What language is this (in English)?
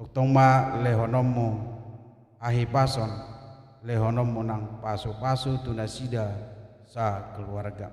Batak Toba